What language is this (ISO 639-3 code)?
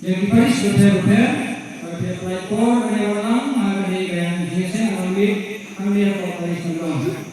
kha